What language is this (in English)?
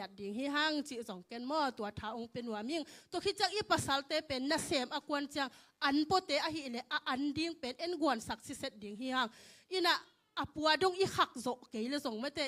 Tedim Chin